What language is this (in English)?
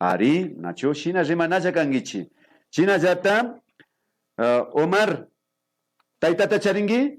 Imbabura Highland Quichua